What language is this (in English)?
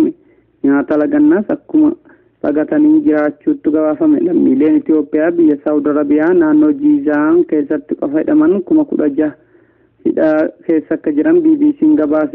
Oromo